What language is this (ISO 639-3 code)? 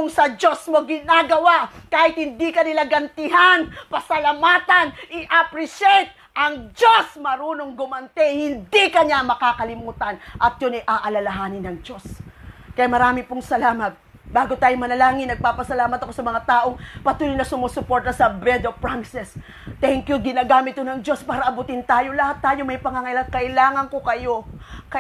fil